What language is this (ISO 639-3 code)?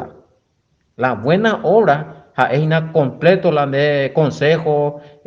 grn